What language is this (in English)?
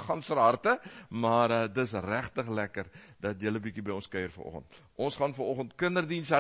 Afrikaans